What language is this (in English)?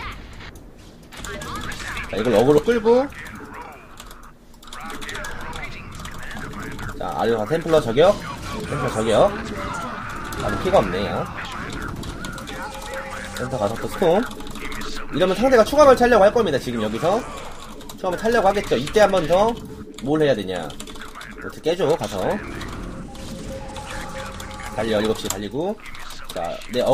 Korean